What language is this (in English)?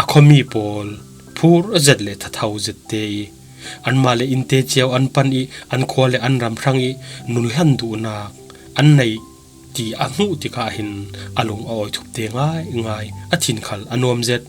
Falam Chin